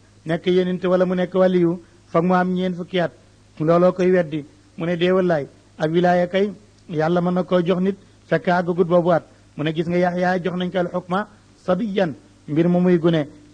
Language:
Wolof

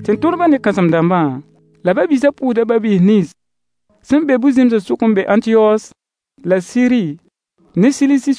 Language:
Mossi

